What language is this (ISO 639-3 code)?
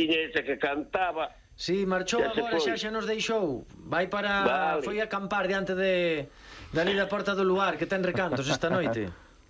glg